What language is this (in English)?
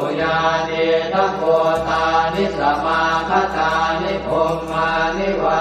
Pali